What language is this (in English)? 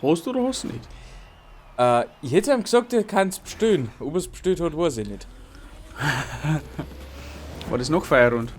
Bavarian